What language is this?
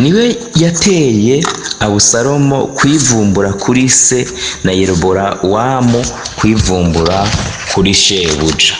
Rundi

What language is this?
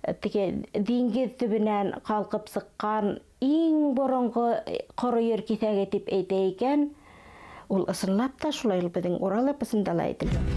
Bashkir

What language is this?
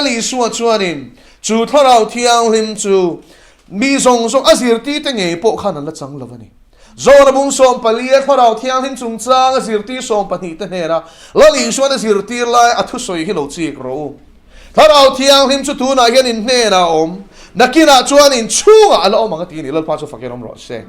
Mizo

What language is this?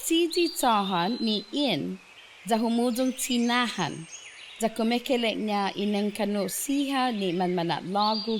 Chamorro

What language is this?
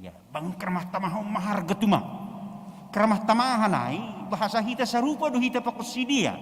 Batak Simalungun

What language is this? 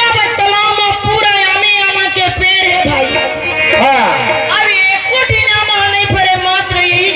Chhattisgarhi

